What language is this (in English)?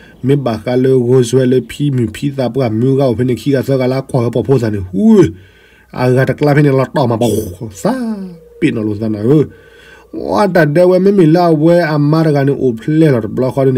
S'gaw Karen